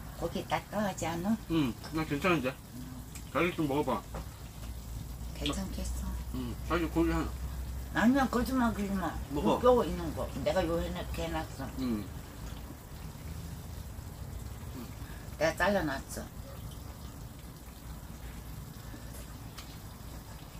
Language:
Korean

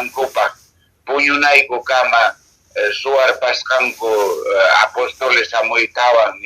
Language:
Quechua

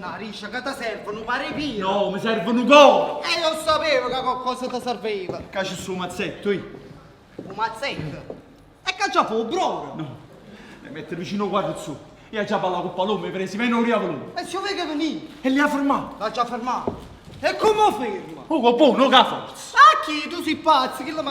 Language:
Neapolitan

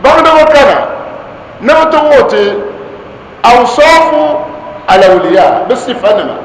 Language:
Dagbani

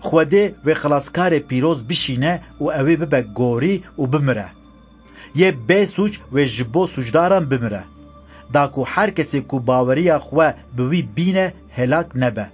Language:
Kurdish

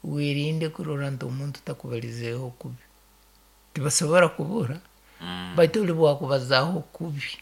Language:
Nyankole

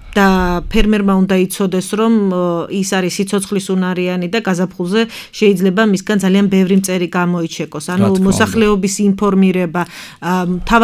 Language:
Georgian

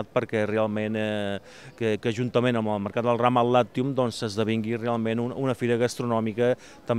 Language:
Catalan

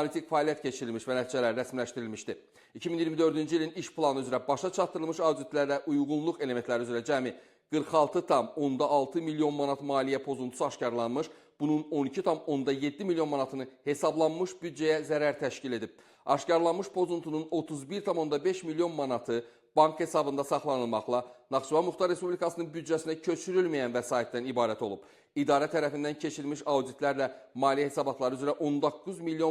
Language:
Azerbaijani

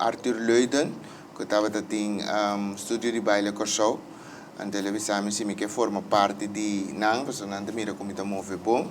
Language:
Papiamento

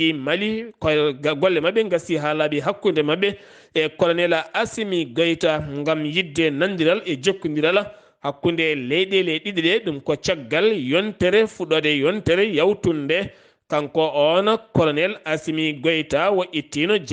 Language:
Fula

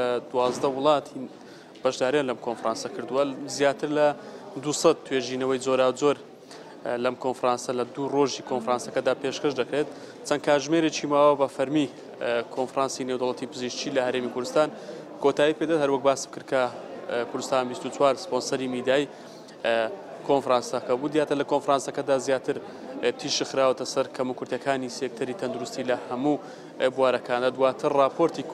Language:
Central Kurdish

